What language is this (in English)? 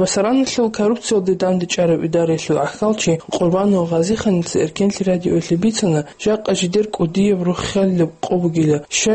Avaric